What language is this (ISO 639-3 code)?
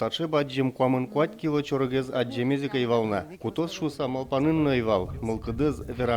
udm